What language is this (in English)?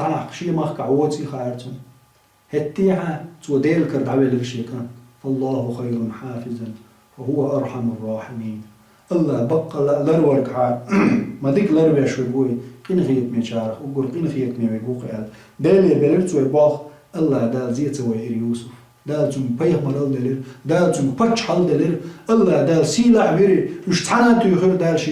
Chechen